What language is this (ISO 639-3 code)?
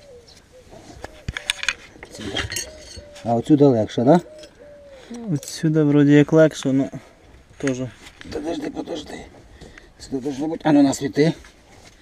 ukr